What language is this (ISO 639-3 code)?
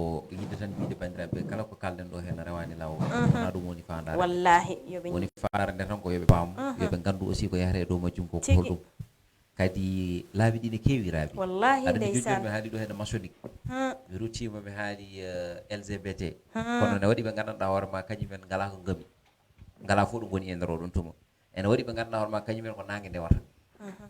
ful